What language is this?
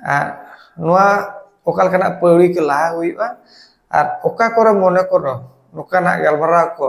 Santali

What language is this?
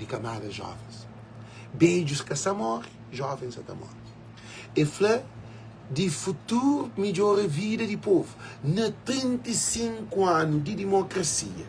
Kabuverdianu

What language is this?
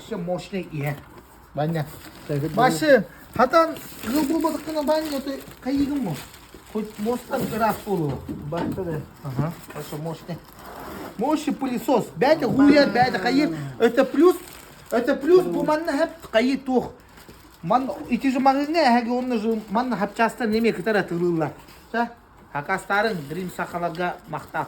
Yakut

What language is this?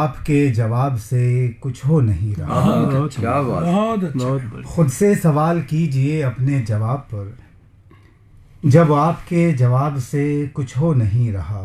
Urdu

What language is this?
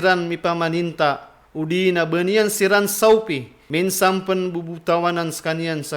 Maranao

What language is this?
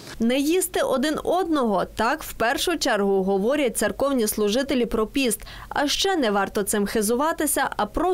Ukrainian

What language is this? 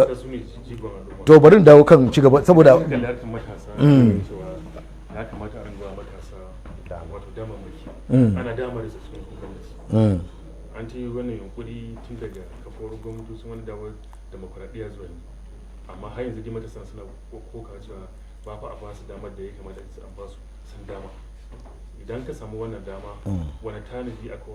Hausa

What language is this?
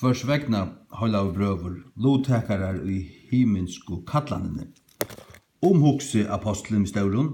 Faroese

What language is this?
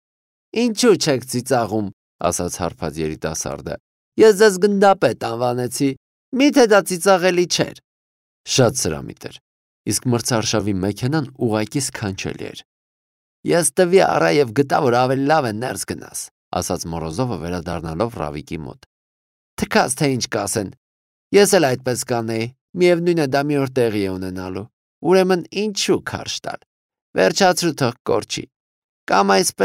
Armenian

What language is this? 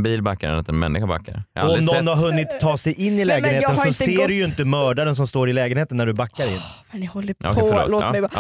Swedish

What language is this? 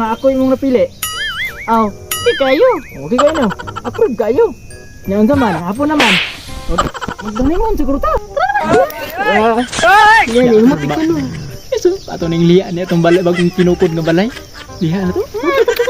Cebuano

